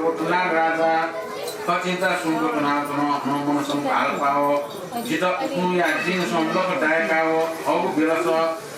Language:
Newari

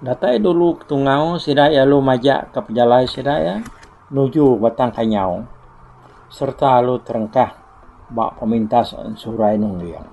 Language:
Iban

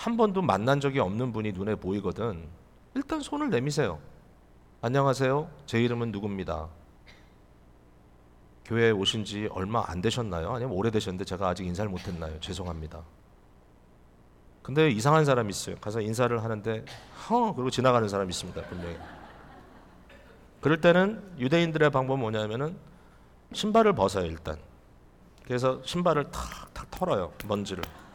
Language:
Korean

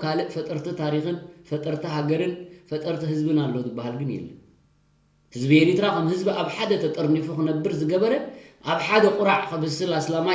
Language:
Tigrinya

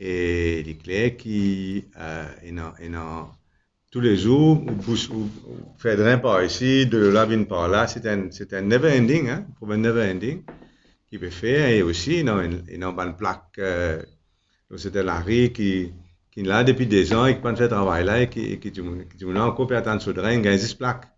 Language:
Morisyen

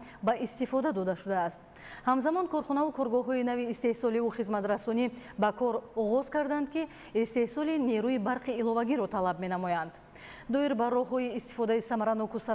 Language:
Tajik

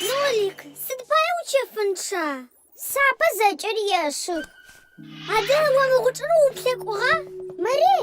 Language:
Adyghe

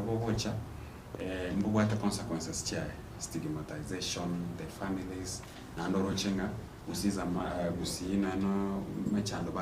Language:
Gusii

